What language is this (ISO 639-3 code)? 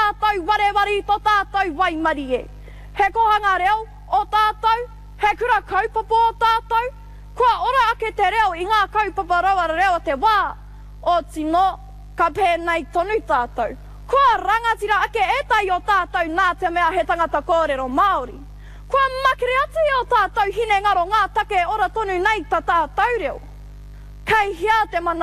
mri